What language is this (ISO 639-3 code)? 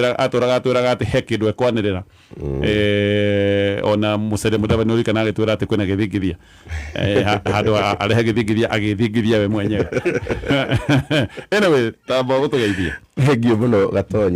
kik